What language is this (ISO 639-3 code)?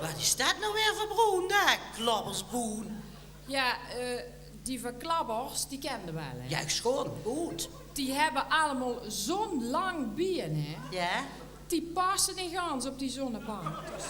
lim